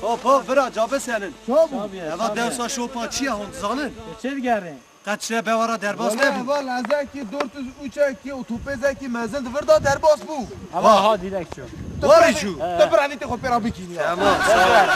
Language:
Kurdish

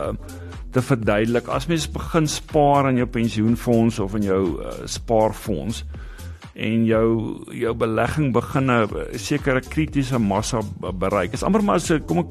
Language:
Afrikaans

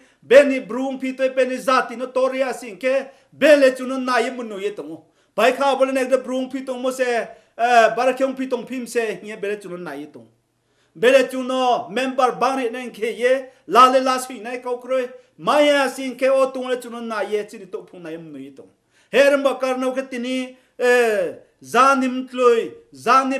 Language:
Riang (India)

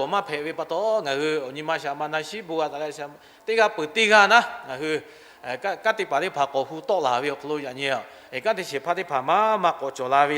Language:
Lahu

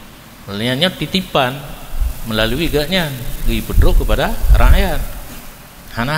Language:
Achinese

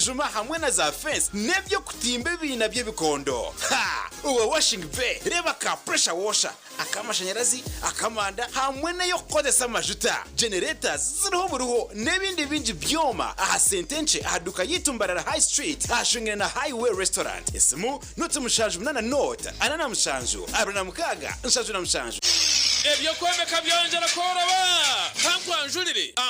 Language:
Nyankole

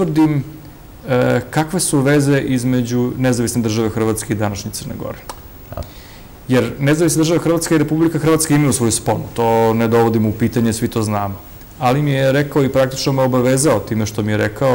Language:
Serbian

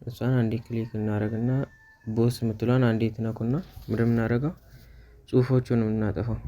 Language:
Amharic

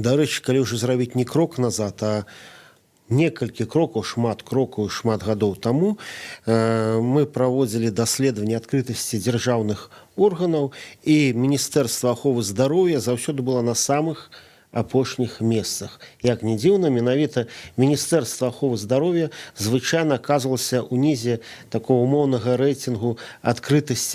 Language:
Belarusian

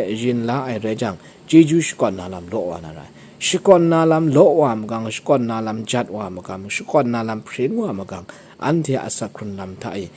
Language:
Kachin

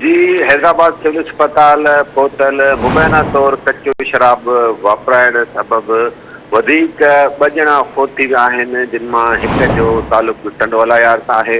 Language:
Sindhi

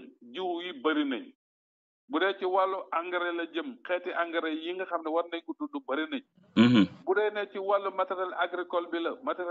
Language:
Wolof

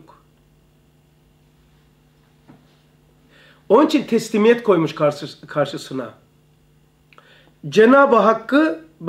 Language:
Turkish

